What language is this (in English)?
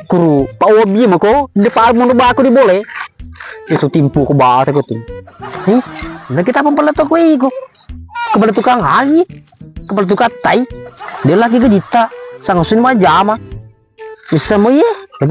Buginese